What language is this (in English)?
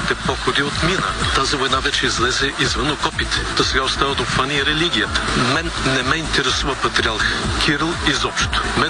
Bulgarian